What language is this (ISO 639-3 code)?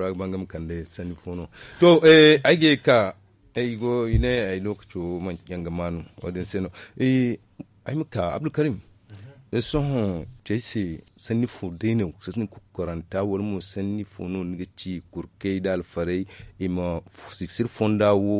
dje